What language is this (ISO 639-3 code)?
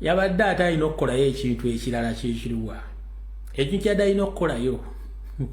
lug